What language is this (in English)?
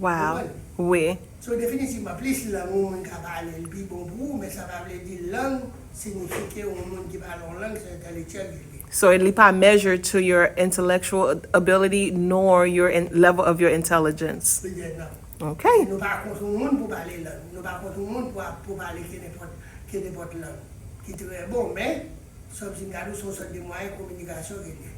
Haitian Creole